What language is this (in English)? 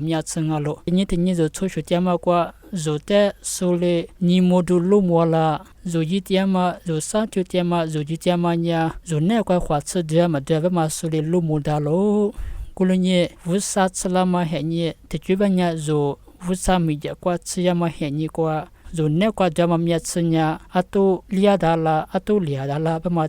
Lisu